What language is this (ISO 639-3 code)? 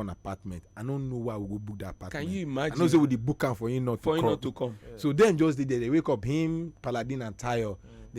pcm